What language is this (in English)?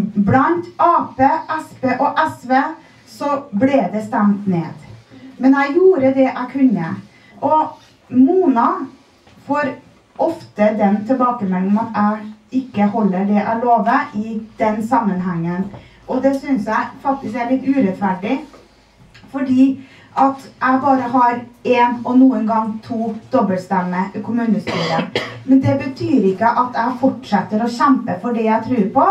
Norwegian